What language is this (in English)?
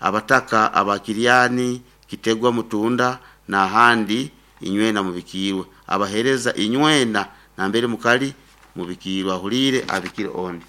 Nyoro